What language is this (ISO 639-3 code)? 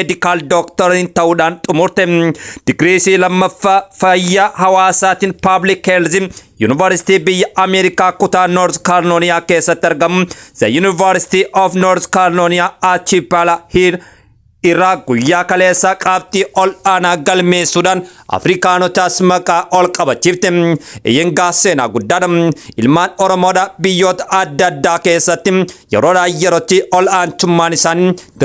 orm